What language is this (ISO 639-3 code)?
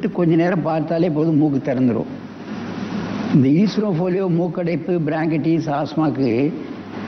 tam